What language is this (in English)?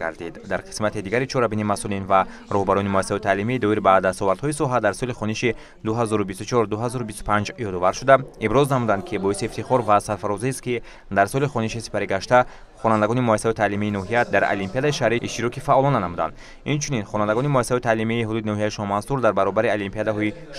Tajik